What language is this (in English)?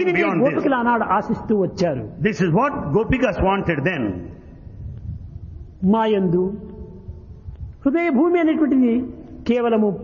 Telugu